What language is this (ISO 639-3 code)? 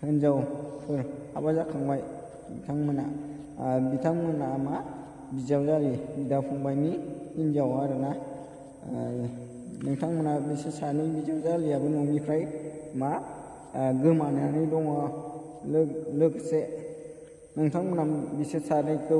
brx